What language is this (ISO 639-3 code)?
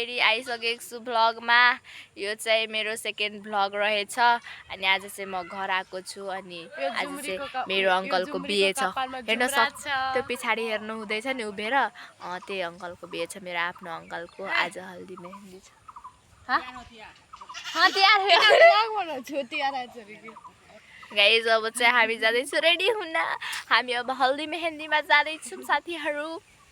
nep